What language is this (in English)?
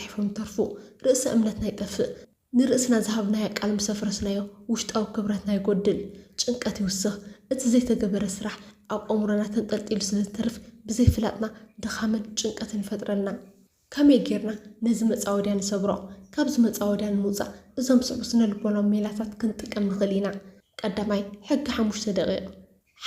Tigrinya